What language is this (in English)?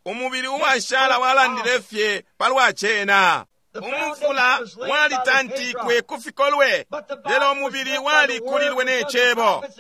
Bemba